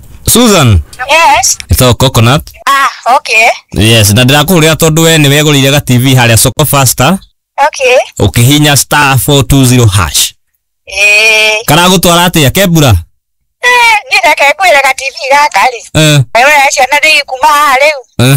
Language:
Kikuyu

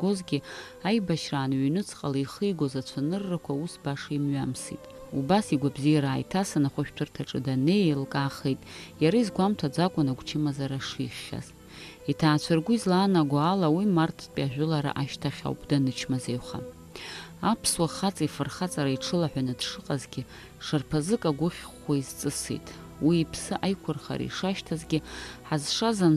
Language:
Abkhazian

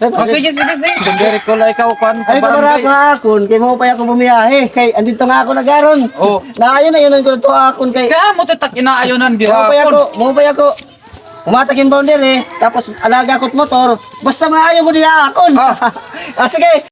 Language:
Waray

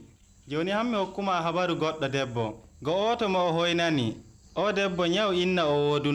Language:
Nigerian Fulfulde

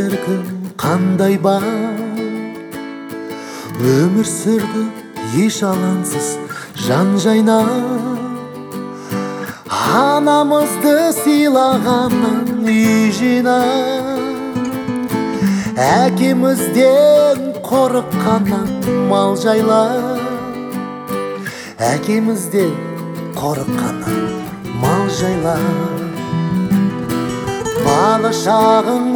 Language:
Kazakh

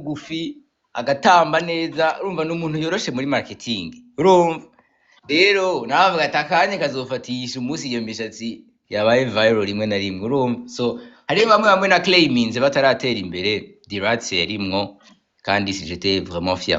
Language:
Rundi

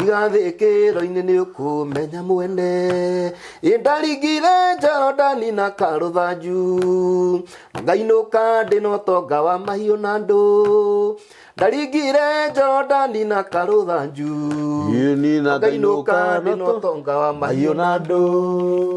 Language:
Kikuyu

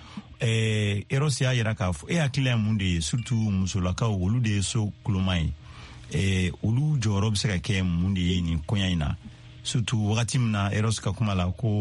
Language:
Bambara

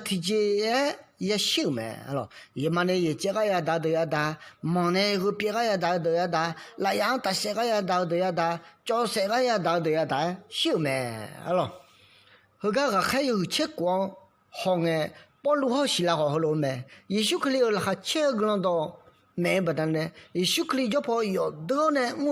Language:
Akha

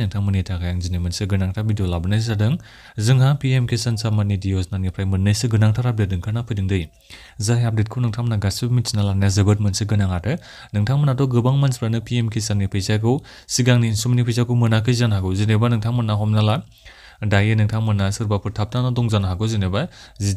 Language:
Bodo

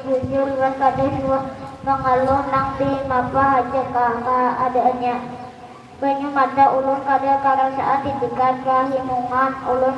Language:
Banjar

